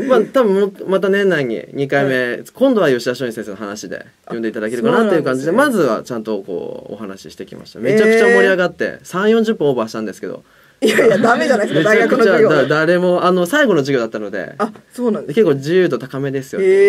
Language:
Japanese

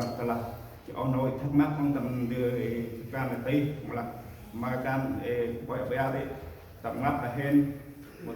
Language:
Central Mnong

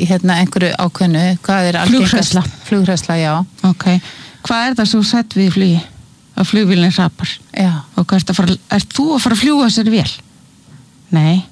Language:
Icelandic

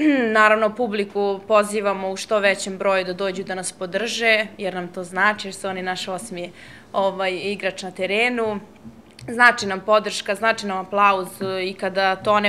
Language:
Serbian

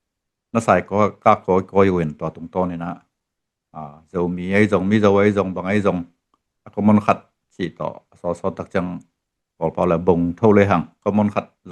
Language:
Tedim Chin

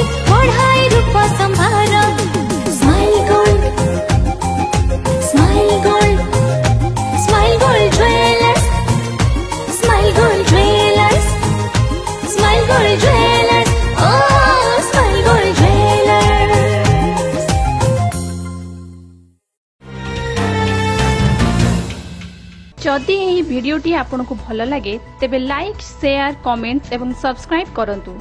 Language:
Odia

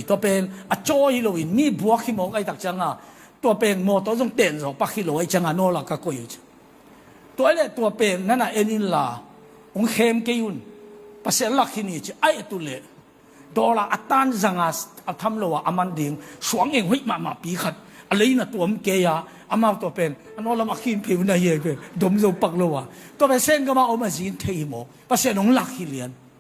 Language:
Tedim Chin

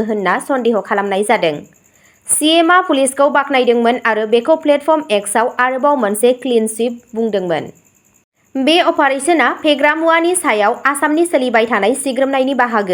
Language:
Bodo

